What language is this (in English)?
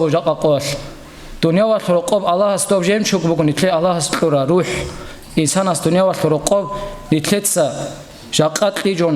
Avaric